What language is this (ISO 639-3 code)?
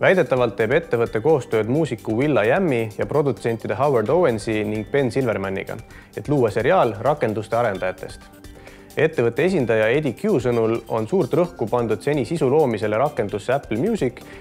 est